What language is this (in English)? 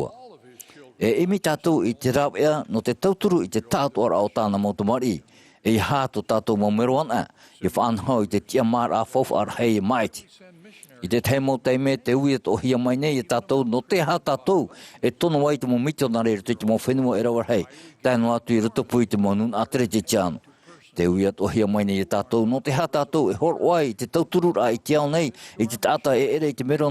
Tahitian